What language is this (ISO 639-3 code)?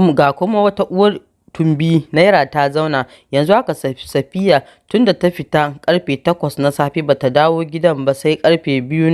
hau